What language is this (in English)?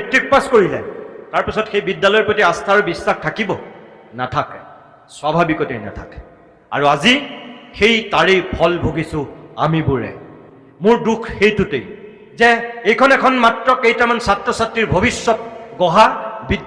Assamese